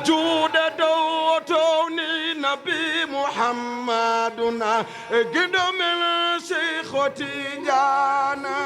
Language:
Fula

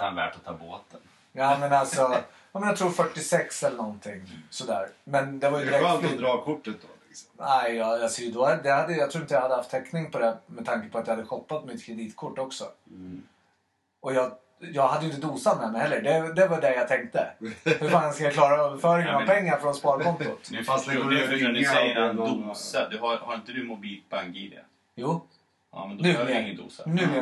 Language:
Swedish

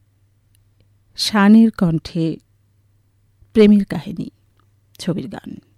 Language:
Bangla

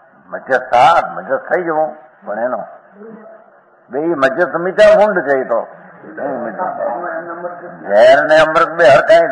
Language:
Gujarati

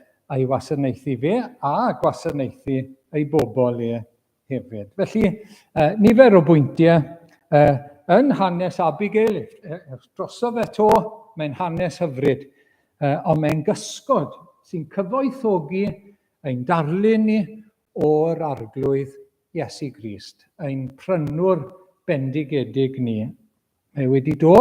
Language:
Welsh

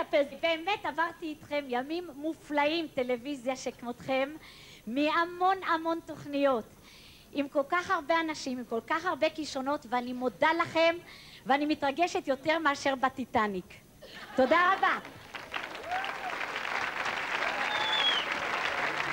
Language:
Hebrew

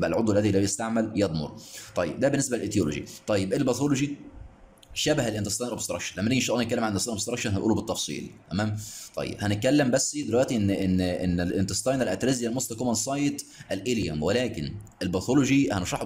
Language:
Egyptian Arabic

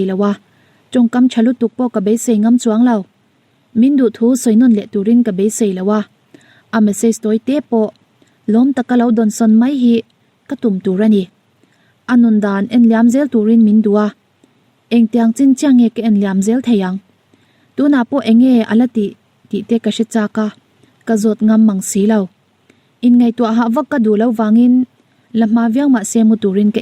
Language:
Mizo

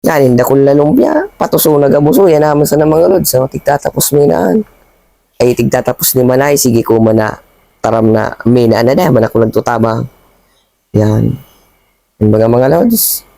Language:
Bikol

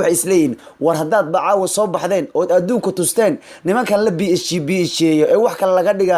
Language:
Somali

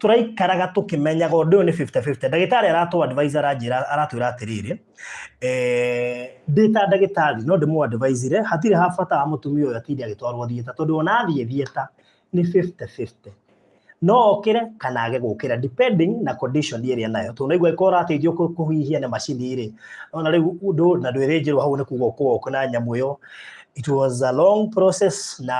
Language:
Kikuyu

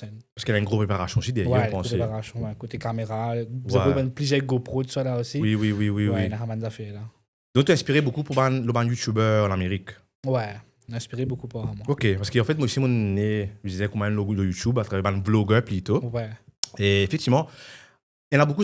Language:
Morisyen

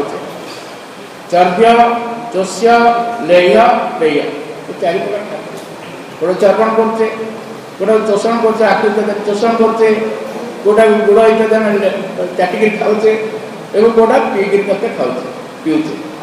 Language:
Odia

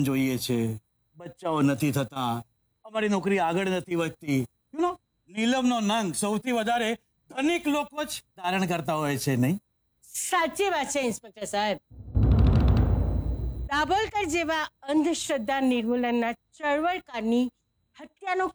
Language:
Gujarati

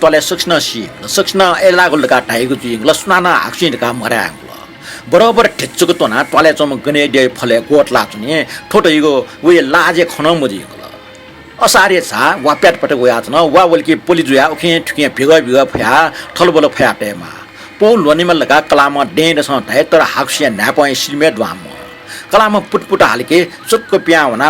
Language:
Newari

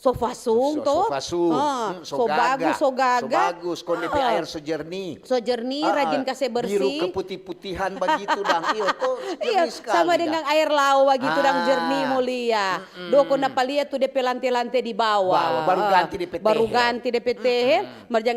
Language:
Manado Malay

